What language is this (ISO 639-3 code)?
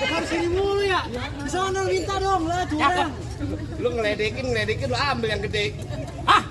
bew